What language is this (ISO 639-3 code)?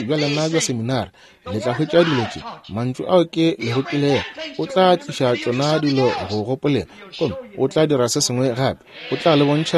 nso